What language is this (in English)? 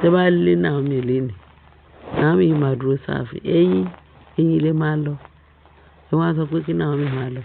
Yoruba